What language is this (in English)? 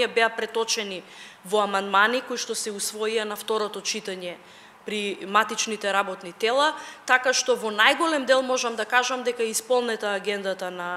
Macedonian